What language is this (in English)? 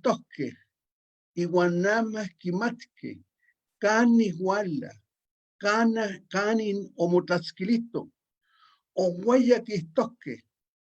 Eastern Huasteca Nahuatl